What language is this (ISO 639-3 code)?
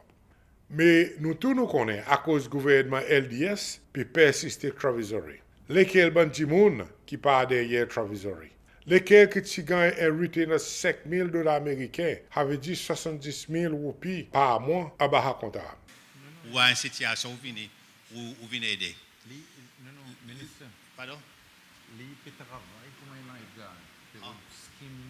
crs